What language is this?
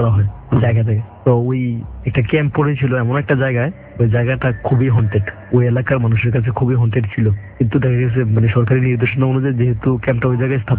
Bangla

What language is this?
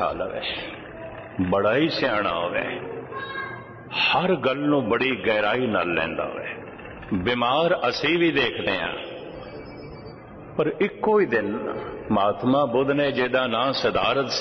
Punjabi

